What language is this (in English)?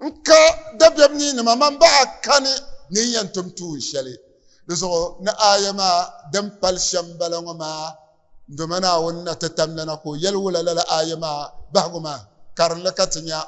Dagbani